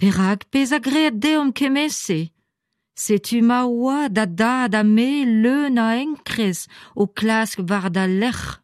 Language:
Breton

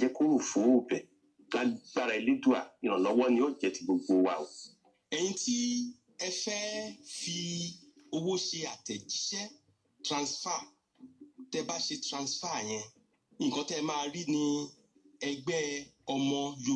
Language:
Yoruba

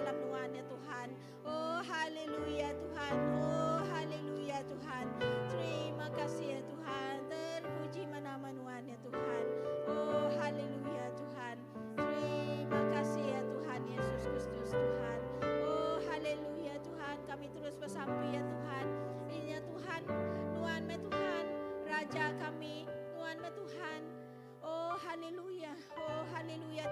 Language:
Iban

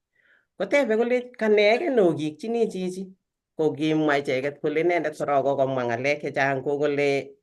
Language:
Kalenjin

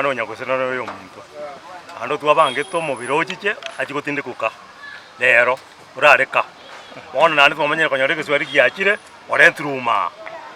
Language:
Gusii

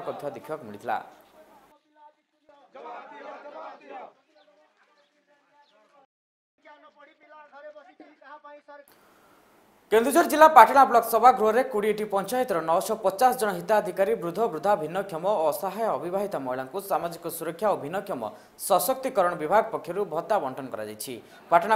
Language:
Odia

